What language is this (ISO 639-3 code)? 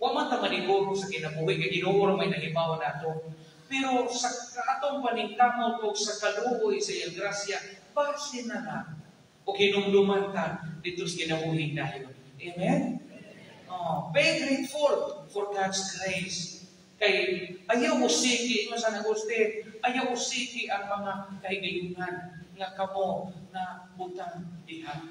ceb